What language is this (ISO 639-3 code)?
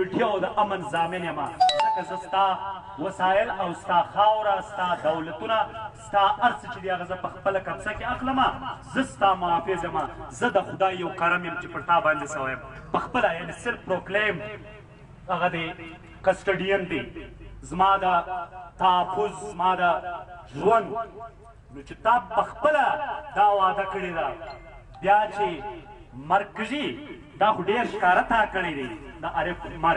pus